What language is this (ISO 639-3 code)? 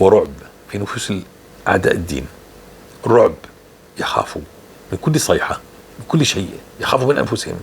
apc